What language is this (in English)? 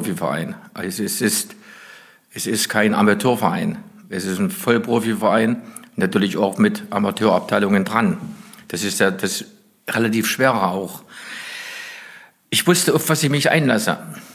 German